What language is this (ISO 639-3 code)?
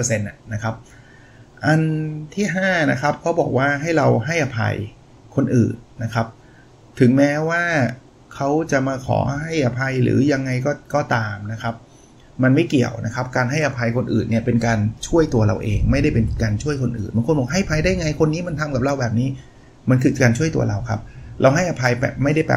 tha